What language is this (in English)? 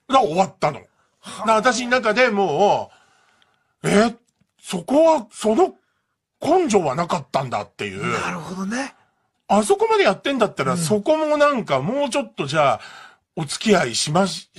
Japanese